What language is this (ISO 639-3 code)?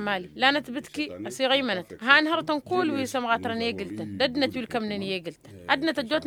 taq